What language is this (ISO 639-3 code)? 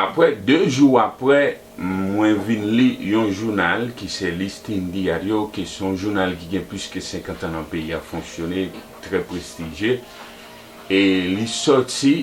hat